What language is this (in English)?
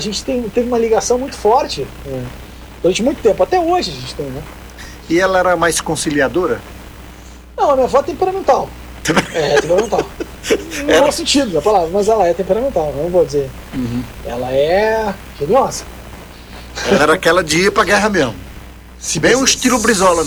Portuguese